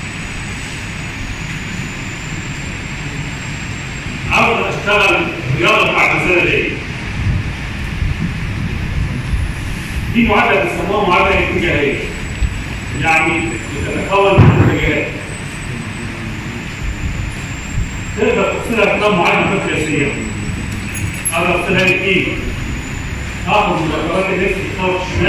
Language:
Egyptian Arabic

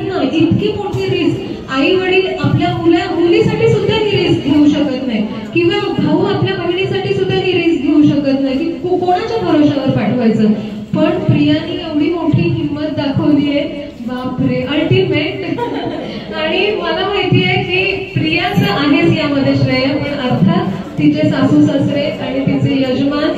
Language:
Marathi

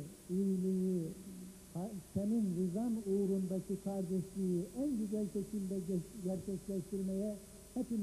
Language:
Turkish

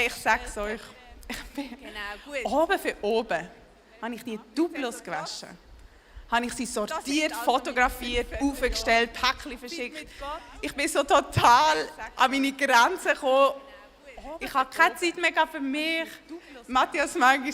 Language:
Swiss German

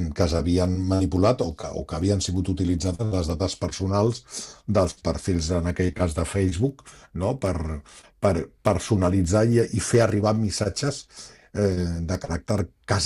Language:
Catalan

